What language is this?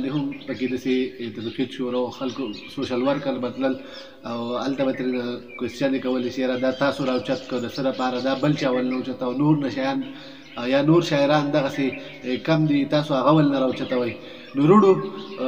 Pashto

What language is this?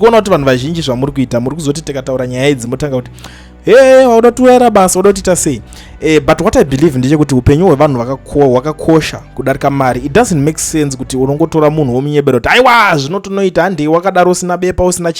Shona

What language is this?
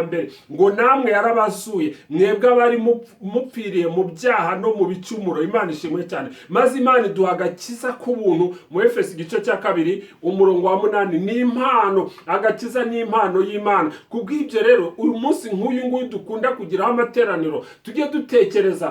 Kinyarwanda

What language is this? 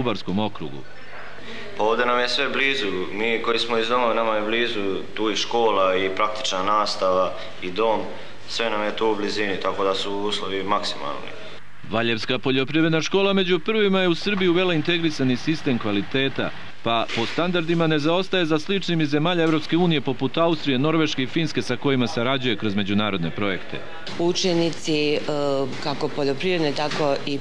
Serbian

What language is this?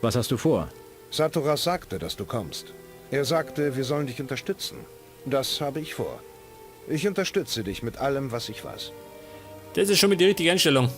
Bavarian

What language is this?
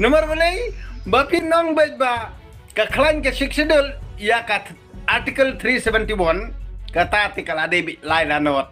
Khasi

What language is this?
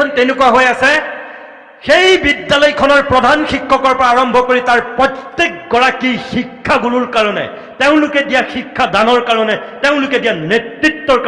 Assamese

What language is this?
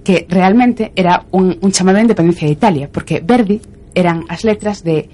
Galician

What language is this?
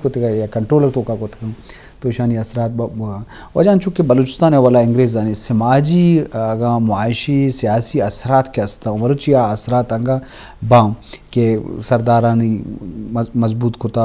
Eastern Balochi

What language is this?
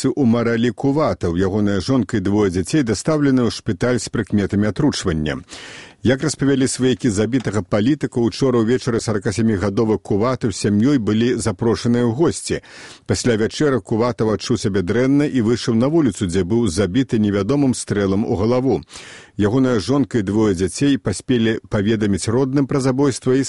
Belarusian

